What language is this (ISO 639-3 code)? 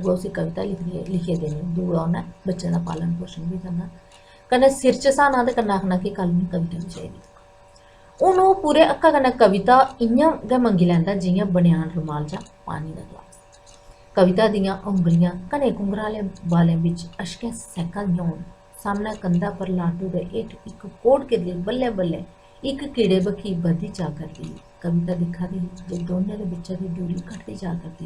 doi